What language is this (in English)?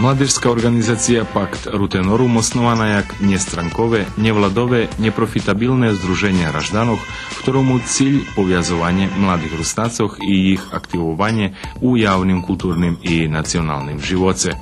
Rusyn